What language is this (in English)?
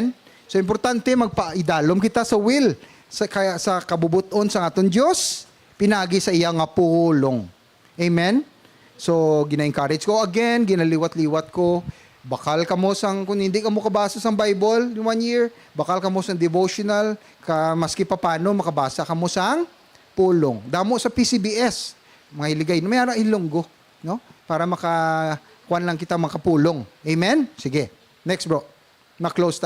Hiligaynon